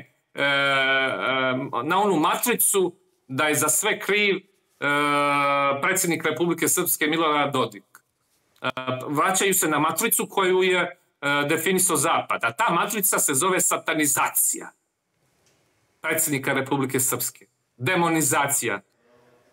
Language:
Serbian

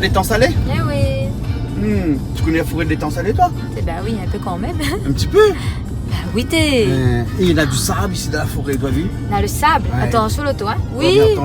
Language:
Réunion Creole French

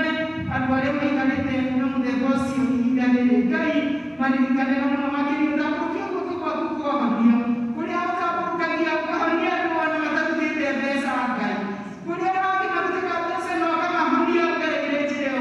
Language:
Kikuyu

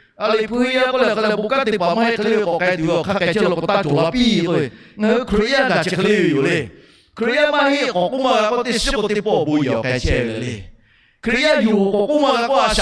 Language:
Lahu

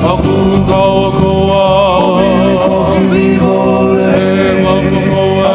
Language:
Hawaiian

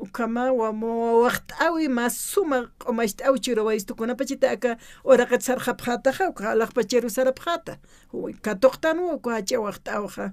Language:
Aymara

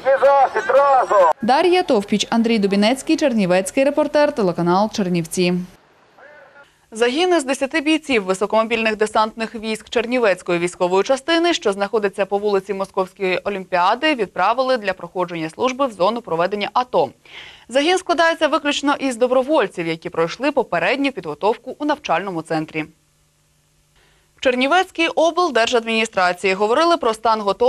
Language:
Ukrainian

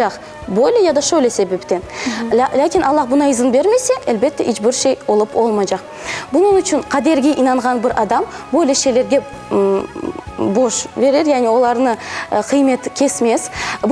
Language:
Crimean Tatar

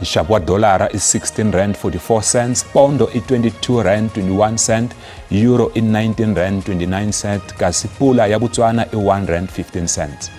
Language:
Tsonga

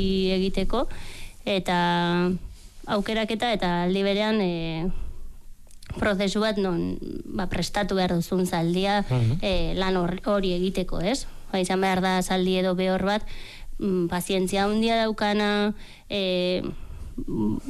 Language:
Basque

